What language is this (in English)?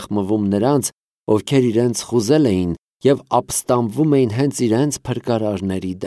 Armenian